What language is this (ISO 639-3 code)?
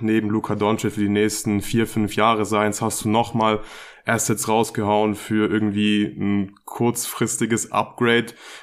deu